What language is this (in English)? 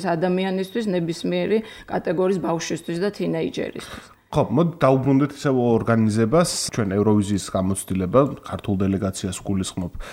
Georgian